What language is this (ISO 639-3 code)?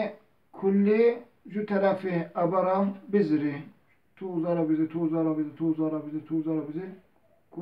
zza